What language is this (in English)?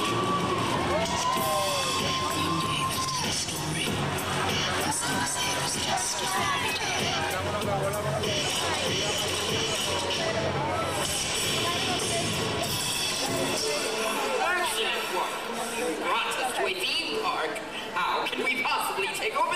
English